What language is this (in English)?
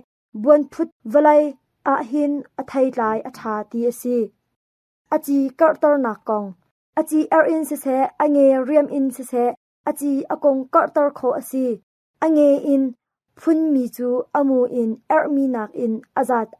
Hakha Chin